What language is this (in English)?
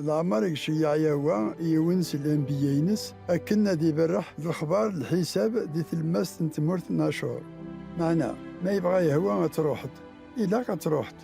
Kabyle